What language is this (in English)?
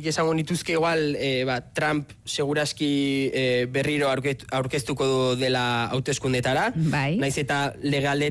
Basque